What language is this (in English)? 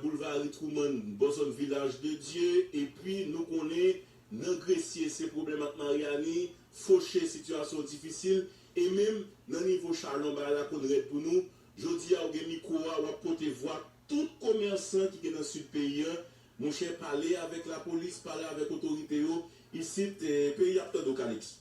Haitian Creole